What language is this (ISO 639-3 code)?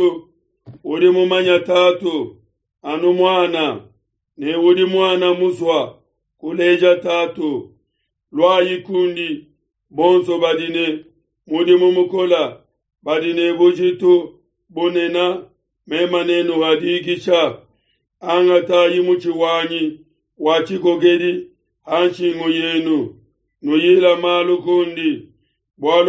lua